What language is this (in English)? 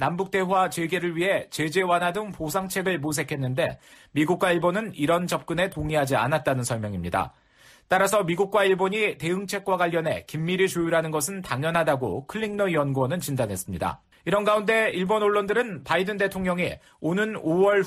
Korean